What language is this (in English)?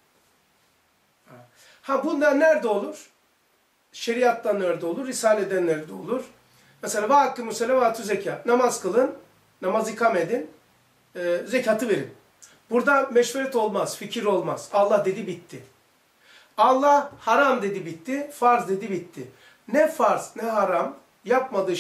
Turkish